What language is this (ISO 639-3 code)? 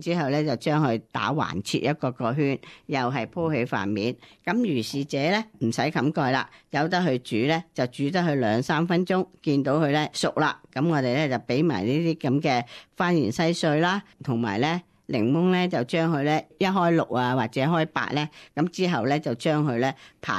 yue